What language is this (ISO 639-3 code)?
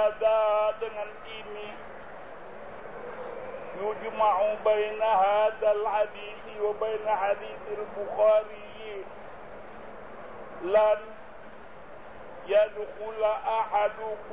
msa